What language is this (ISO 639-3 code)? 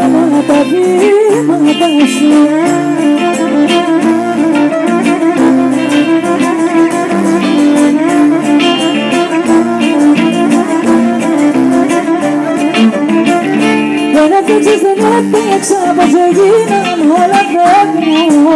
ell